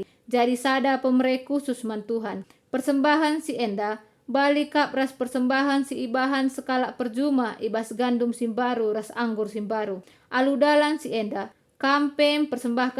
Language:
Batak Karo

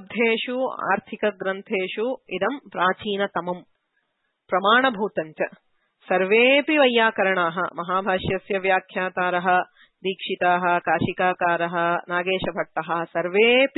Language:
Sanskrit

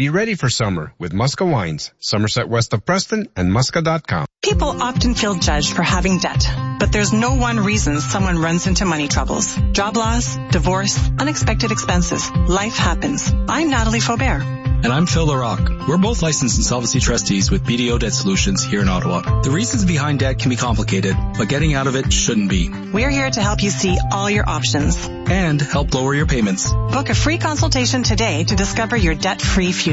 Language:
English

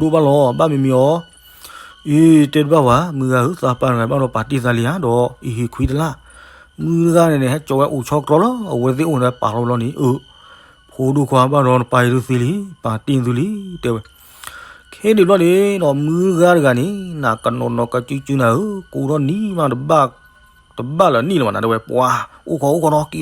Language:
S'gaw Karen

